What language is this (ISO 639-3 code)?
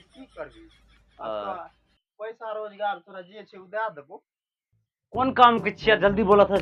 mai